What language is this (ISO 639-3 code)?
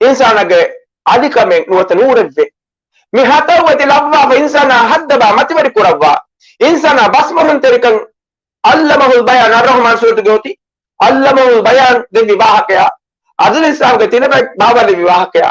div